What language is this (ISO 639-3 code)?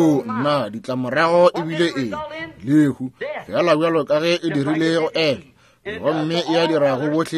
nso